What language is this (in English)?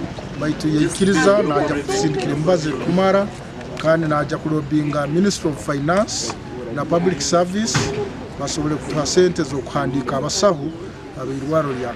Nyankole